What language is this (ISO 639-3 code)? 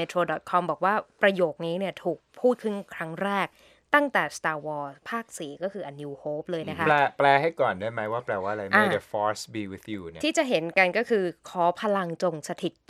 tha